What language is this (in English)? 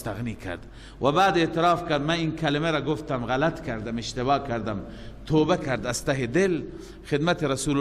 Persian